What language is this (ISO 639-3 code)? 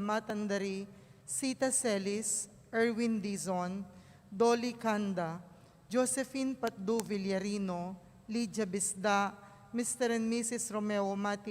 pam